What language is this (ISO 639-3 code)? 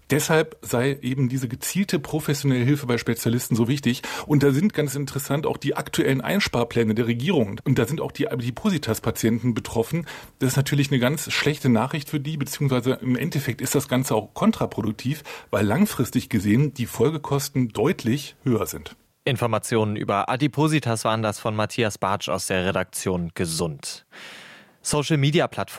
deu